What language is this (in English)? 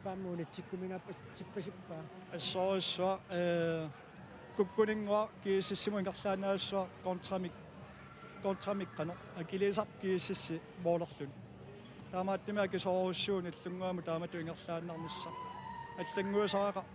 Kalaallisut